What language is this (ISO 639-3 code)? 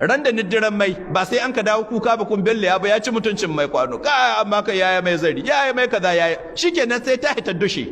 hau